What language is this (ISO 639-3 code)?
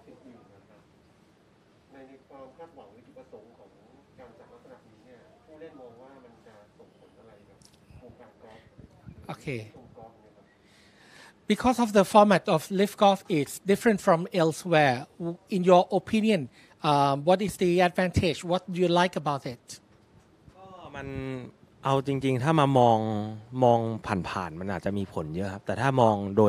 tha